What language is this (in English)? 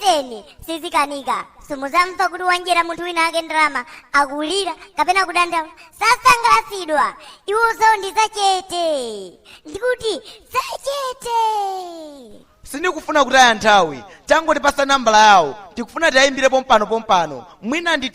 Nyanja